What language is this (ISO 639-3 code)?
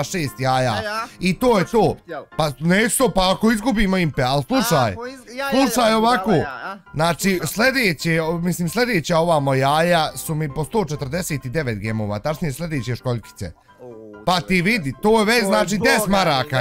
bos